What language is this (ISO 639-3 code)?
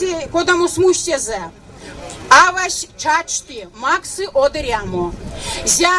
myv